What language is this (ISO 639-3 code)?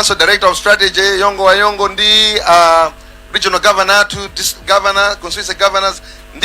nya